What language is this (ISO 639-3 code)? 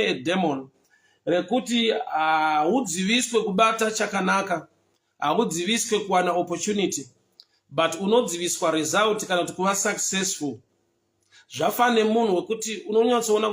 sna